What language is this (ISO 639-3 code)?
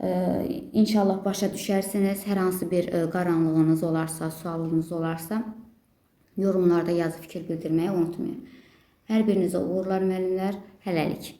aze